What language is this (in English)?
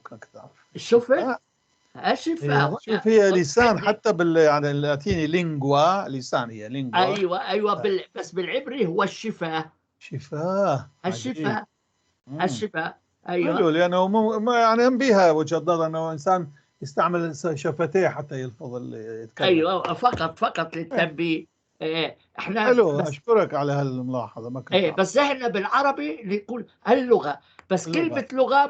North Levantine Arabic